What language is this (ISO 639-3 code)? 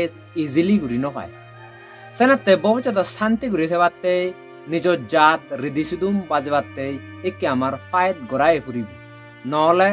ccp